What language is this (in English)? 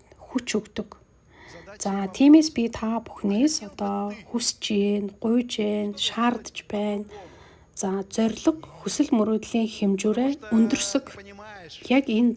Mongolian